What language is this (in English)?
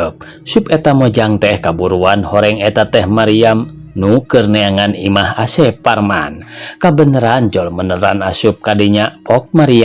Sundanese